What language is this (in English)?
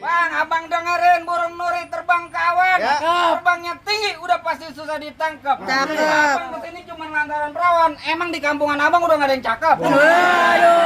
Betawi